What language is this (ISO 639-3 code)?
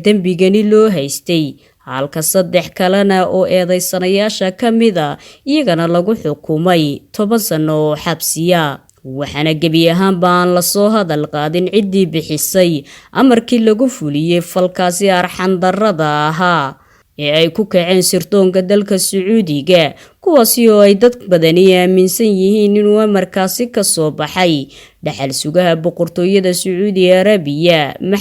som